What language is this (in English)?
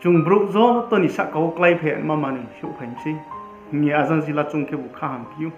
Riang (India)